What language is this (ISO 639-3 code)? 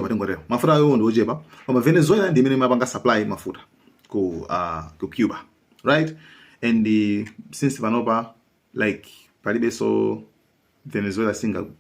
nya